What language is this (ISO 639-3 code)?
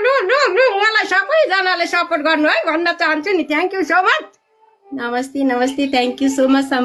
nep